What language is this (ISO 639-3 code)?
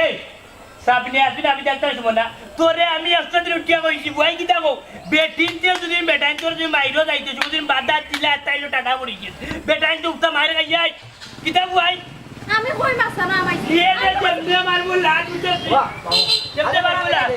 syl